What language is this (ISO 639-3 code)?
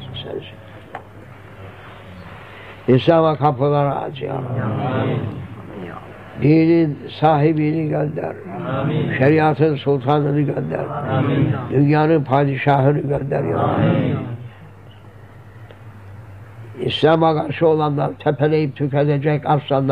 tur